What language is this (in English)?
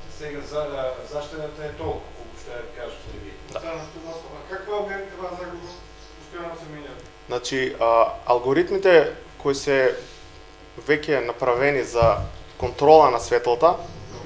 Macedonian